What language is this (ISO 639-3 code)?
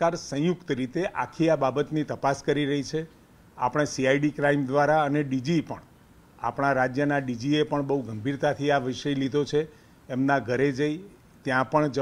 guj